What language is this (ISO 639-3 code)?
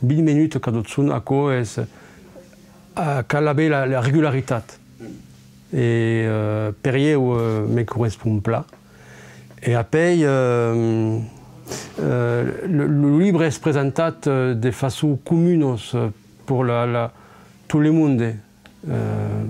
oci